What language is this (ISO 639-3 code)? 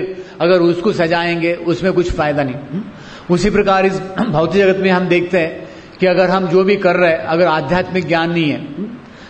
hin